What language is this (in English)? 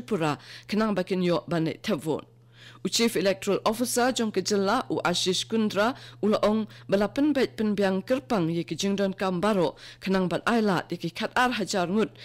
Khasi